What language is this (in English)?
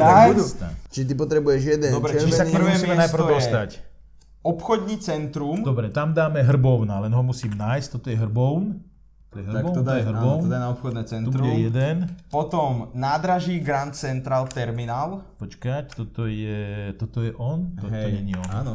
Slovak